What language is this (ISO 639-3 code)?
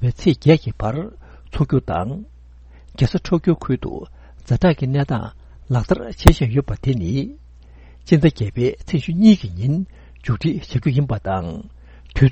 bod